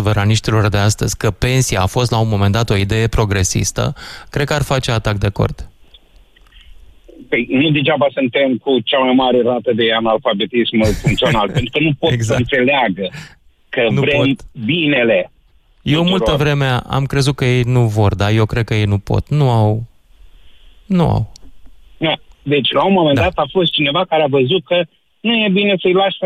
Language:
Romanian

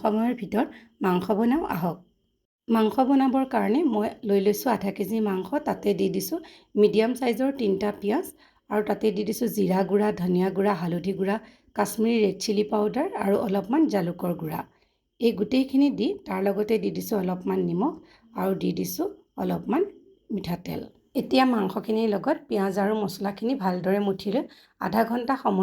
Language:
Assamese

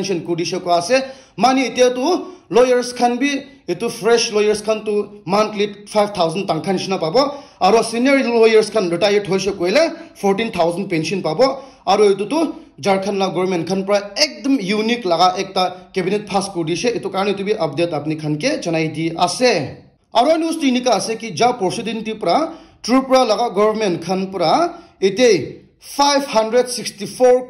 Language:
Naga Pidgin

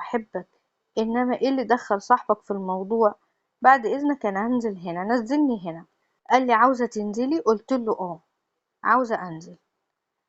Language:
Egyptian Arabic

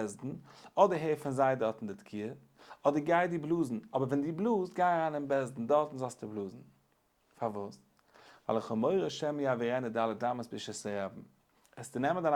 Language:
Yiddish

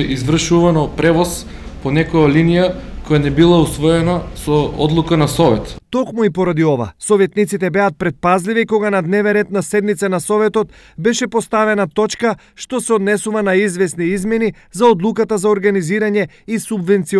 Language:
Macedonian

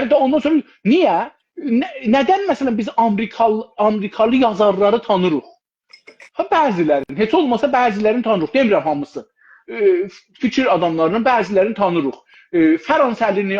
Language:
South Azerbaijani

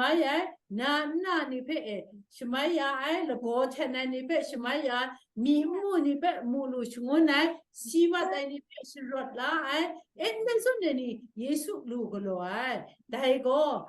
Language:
Kachin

